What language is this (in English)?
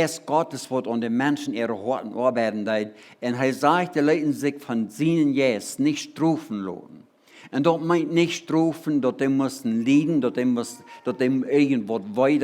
Plautdietsch